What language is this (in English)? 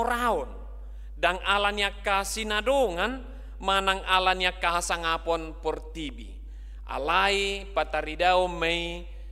Batak Toba